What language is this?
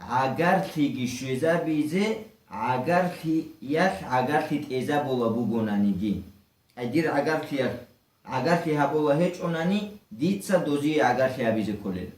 Avaric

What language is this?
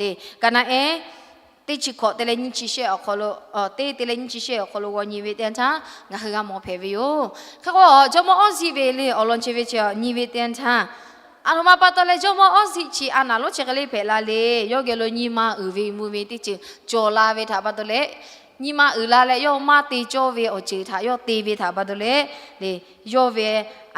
Lahu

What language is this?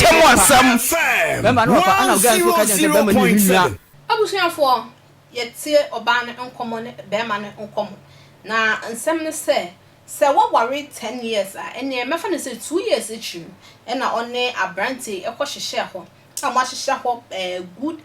Akan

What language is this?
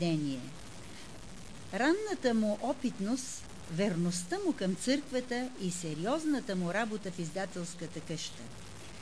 Bulgarian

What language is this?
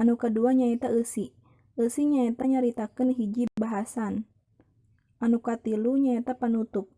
Sundanese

